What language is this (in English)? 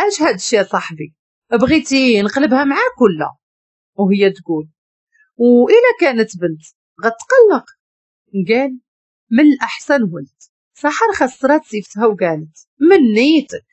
Moroccan Arabic